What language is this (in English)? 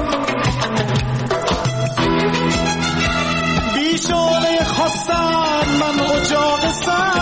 Persian